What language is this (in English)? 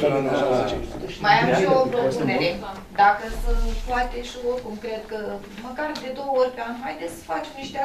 Romanian